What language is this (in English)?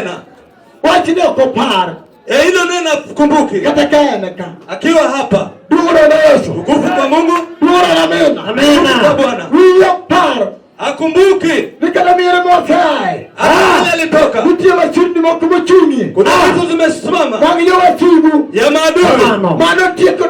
Luo (Kenya and Tanzania)